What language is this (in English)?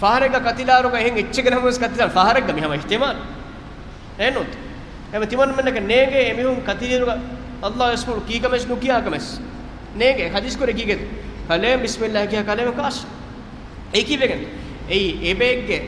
Divehi